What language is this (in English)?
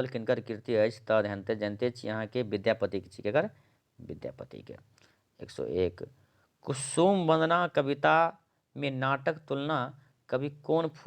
Maithili